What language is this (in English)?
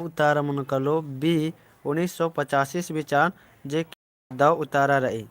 Kurukh